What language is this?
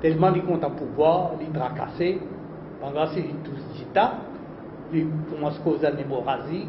Morisyen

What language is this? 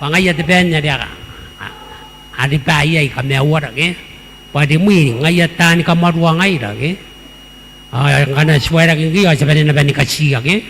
Gilbertese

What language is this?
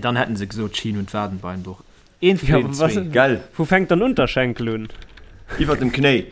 Luxembourgish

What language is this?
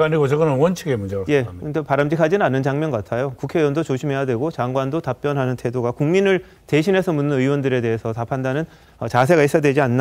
Korean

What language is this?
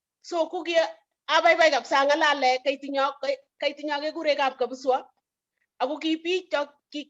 Kalenjin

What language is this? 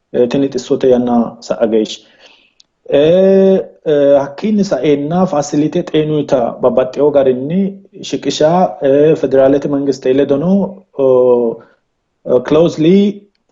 Sidamo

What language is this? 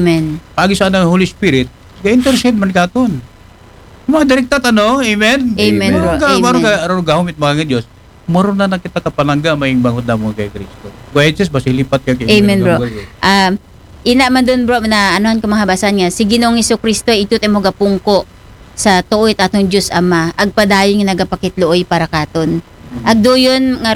Aklanon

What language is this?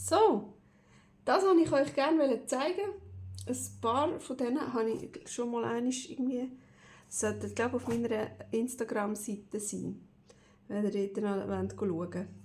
Swiss German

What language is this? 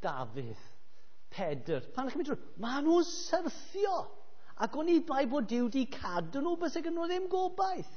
Welsh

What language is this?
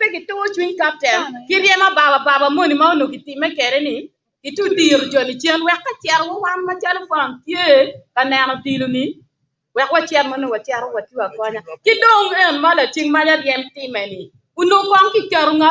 Acoli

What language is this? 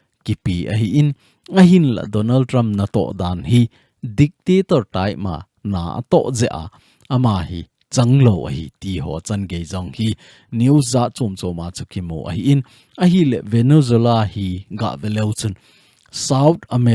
Thado Chin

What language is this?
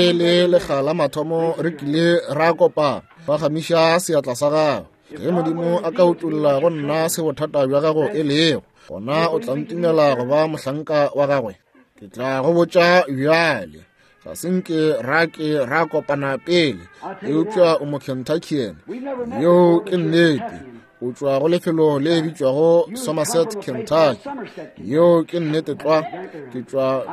Northern Sotho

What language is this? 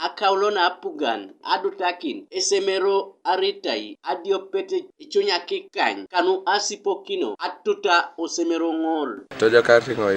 Teso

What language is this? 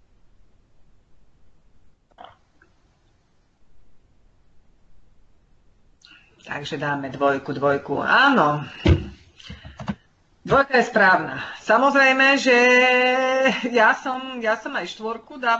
Slovak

